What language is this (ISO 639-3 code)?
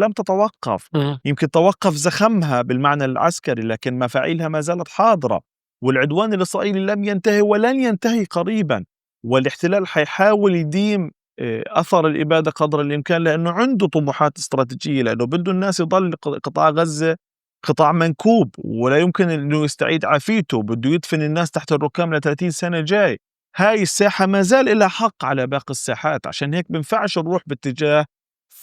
apc